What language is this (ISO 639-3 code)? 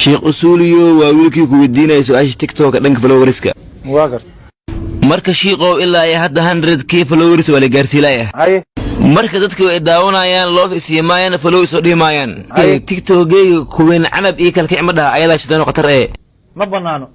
som